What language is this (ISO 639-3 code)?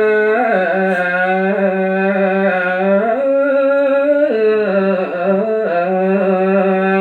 ban